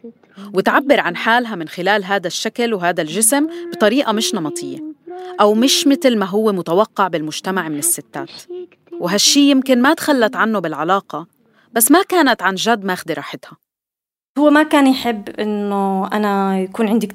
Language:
North Levantine Arabic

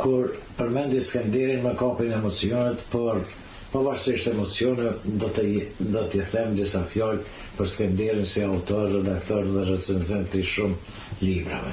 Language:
Albanian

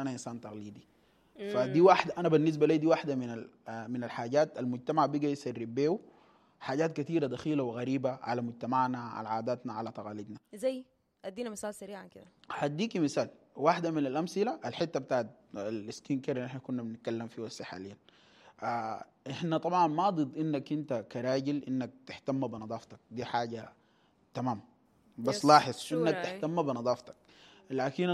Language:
Sudanese Arabic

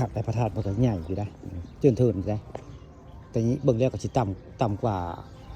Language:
Northeastern Thai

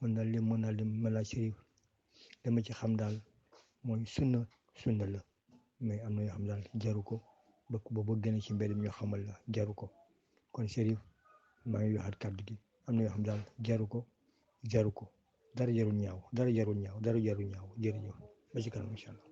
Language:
Wolof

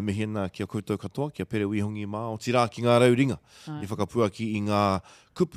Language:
Māori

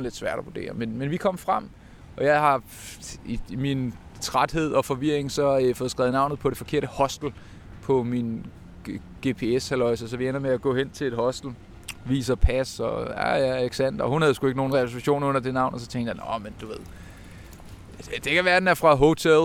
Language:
Danish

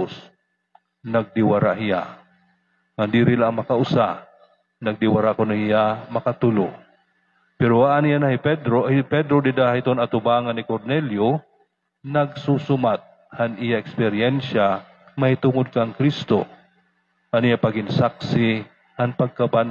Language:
Waray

